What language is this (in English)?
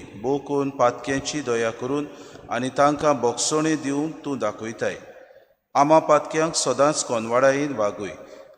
Konkani